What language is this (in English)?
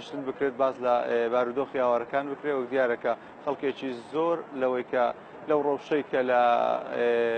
Central Kurdish